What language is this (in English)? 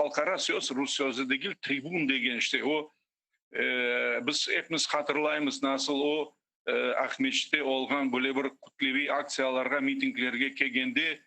Crimean Tatar